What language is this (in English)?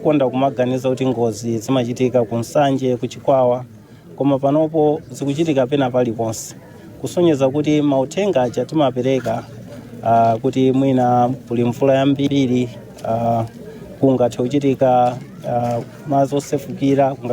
Nyanja